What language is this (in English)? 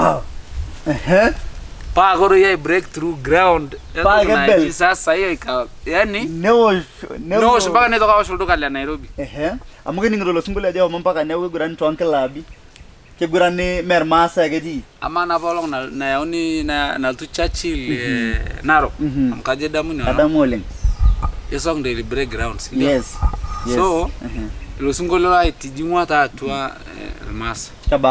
Masai